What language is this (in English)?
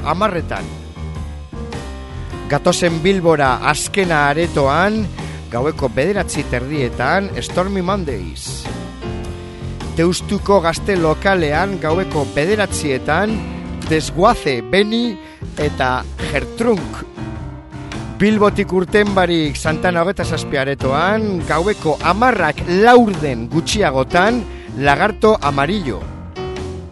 Basque